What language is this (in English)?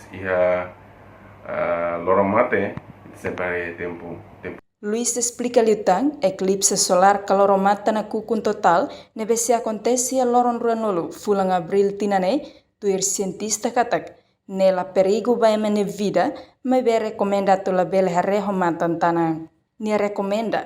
Tetum